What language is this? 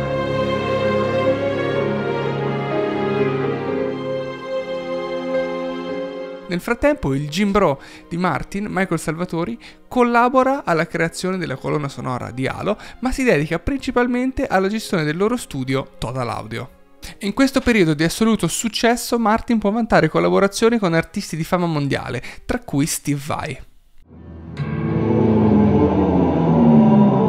Italian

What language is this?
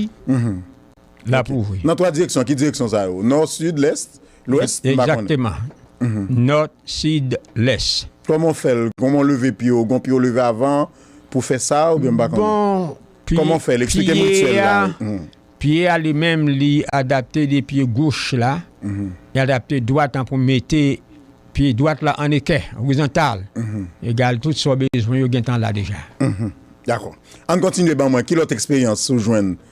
Haitian Creole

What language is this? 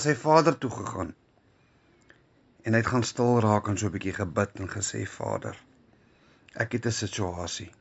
Afrikaans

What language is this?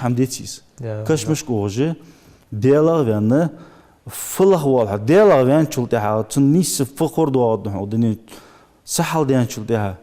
Ingush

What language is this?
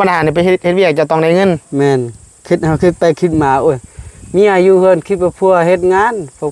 Northeastern Thai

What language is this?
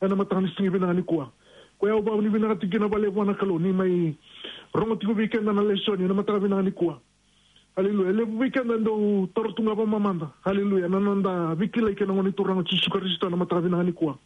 Fijian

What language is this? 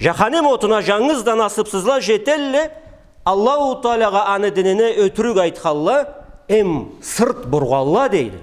Karachay-Balkar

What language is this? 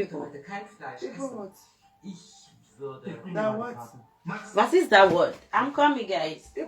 Nigerian Pidgin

